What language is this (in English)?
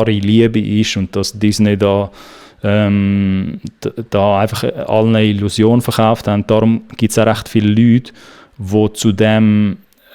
Swiss German